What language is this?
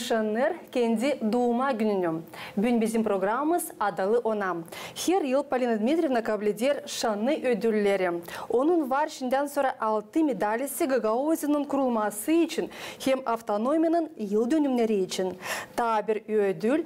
Gagauz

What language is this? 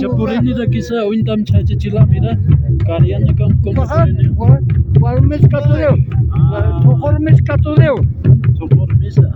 Aymara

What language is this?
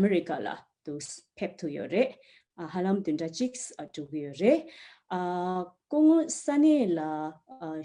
Tibetan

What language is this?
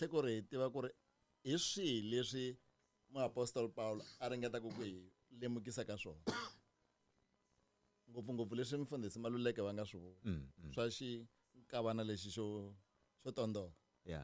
Tsonga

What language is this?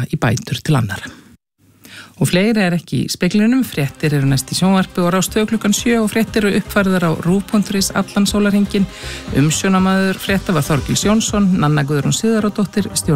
Icelandic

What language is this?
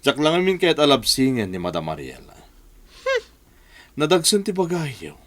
Iloko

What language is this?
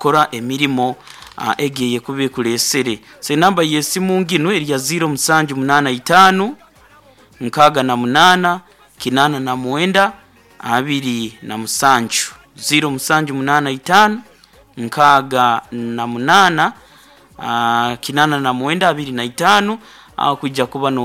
Nyoro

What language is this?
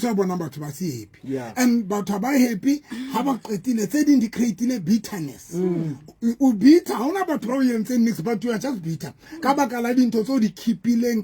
Southern Sotho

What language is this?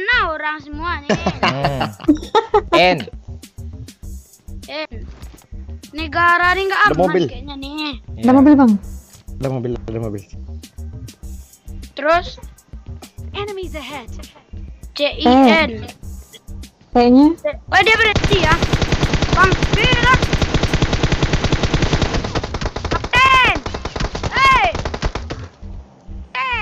Indonesian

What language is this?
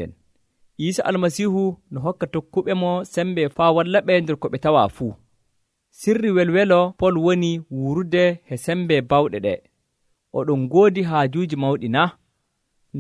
Nigerian Fulfulde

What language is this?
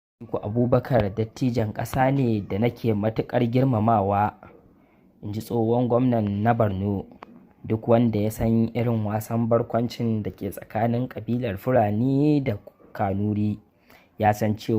Hausa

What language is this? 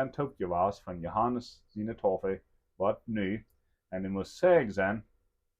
Plautdietsch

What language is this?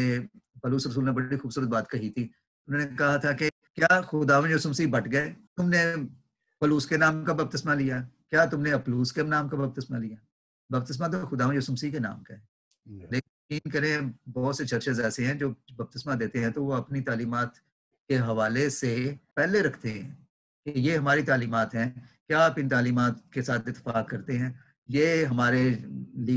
Urdu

